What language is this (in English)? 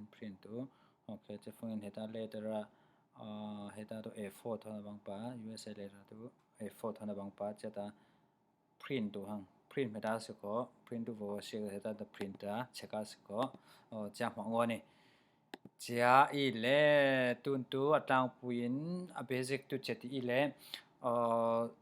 Falam Chin